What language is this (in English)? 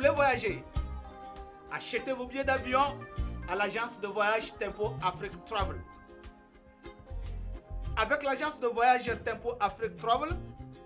French